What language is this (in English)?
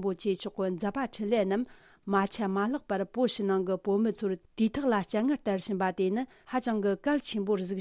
Tibetan